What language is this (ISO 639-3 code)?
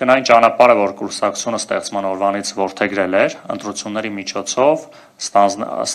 hye